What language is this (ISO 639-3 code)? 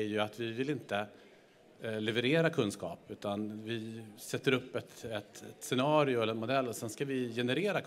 swe